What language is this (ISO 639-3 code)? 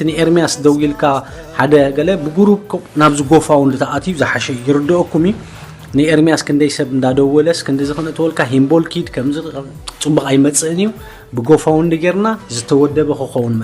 tir